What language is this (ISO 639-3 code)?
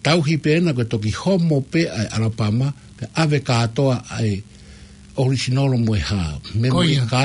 ton